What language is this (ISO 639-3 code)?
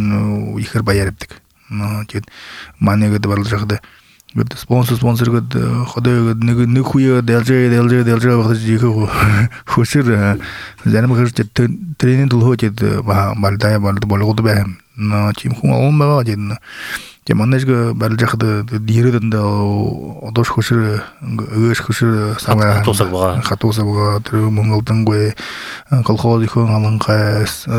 bua